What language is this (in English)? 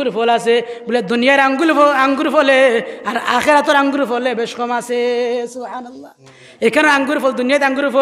Sylheti